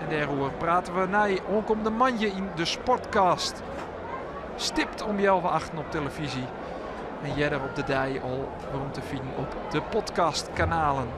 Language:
Western Frisian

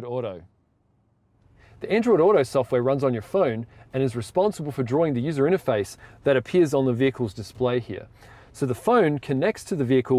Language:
English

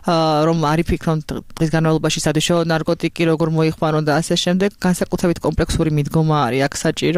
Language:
Georgian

